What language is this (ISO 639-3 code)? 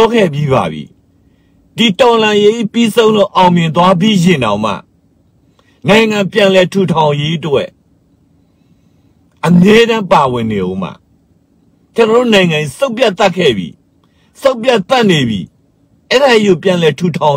mya